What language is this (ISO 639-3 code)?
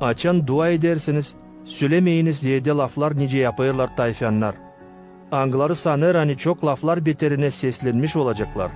gag